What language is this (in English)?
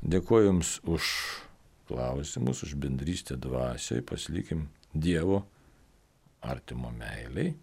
Lithuanian